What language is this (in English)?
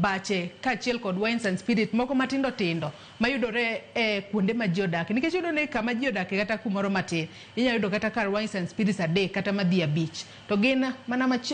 Luo (Kenya and Tanzania)